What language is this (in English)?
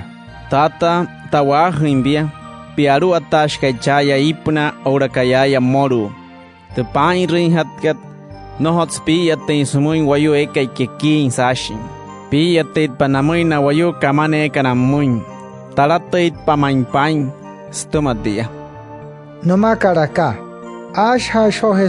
Wayuu